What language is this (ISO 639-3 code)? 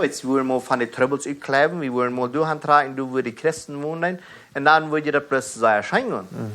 pdt